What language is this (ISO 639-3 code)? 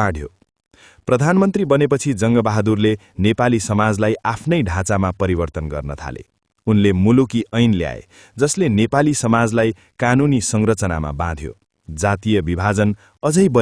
nep